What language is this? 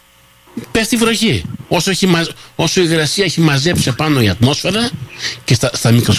Greek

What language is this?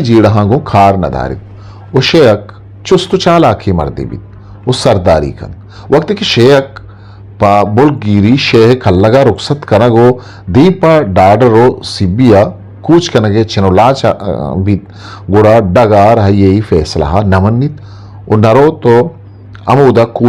Eastern Balochi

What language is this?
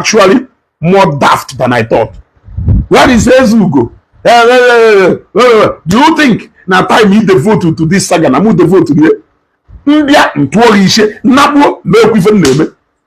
Igbo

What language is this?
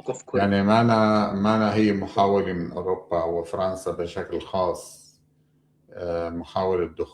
North Levantine Arabic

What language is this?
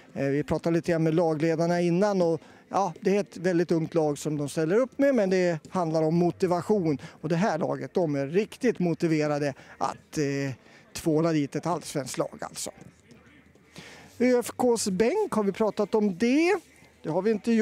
Swedish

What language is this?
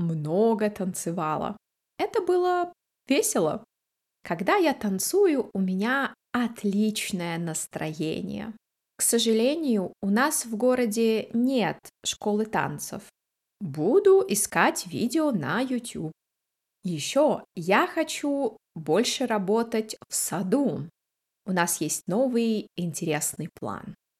Russian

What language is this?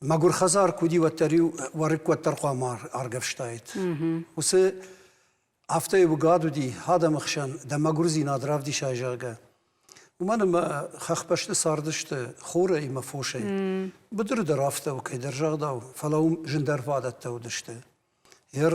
Ossetic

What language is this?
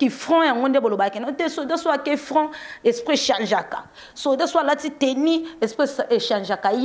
Lingala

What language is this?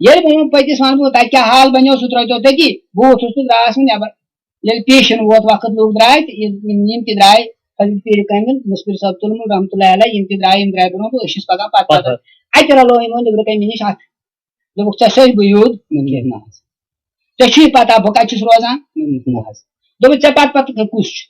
Kashmiri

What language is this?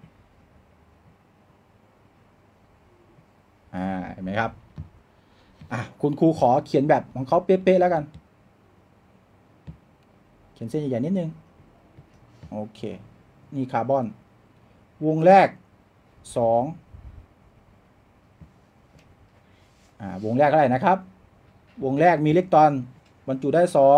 Thai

